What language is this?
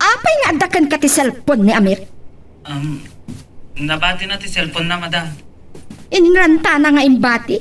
Iloko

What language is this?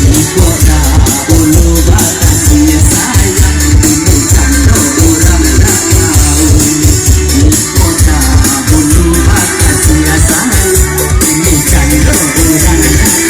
Minangkabau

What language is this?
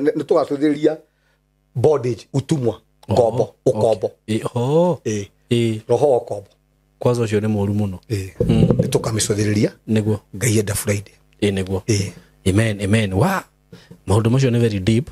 Kikuyu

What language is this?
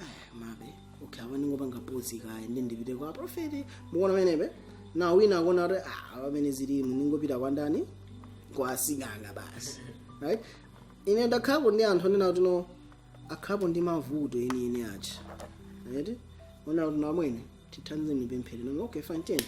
Nyanja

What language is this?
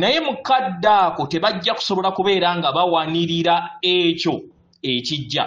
Ganda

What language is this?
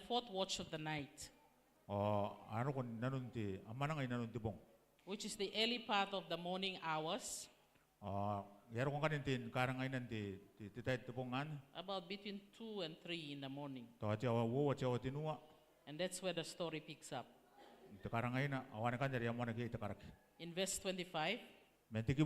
Gilbertese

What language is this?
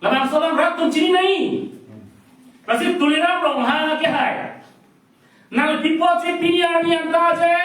Karbi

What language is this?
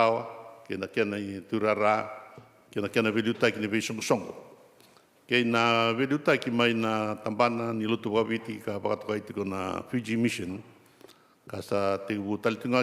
Fijian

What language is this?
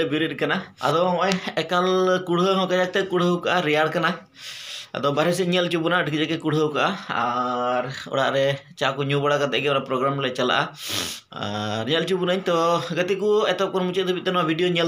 Santali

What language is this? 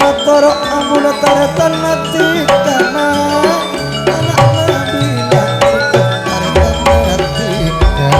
Madurese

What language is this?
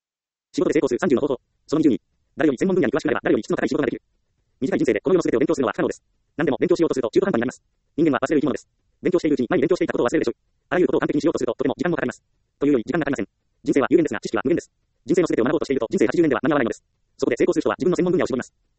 Japanese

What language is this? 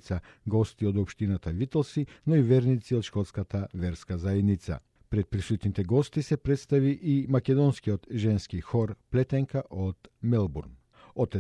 Macedonian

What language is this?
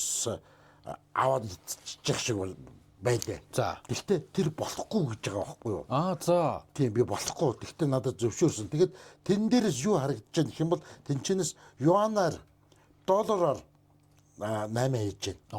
Mongolian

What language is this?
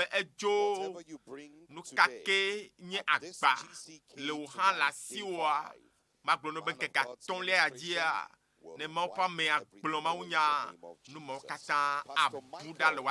Ewe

